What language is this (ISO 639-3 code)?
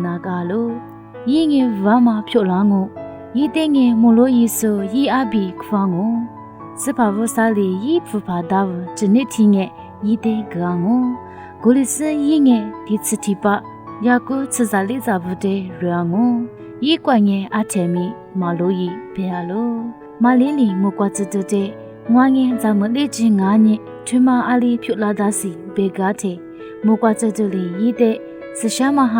lis